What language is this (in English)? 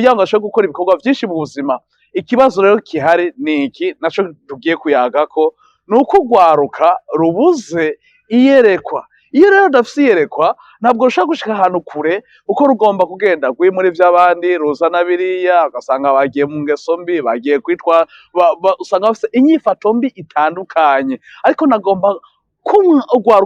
Rundi